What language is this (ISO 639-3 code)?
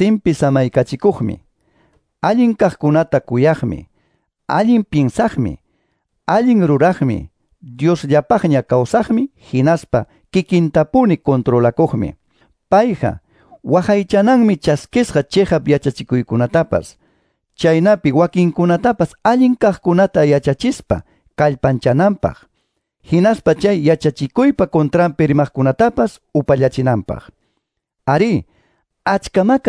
que